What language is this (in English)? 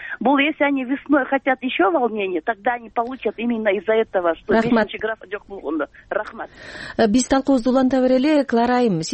Kyrgyz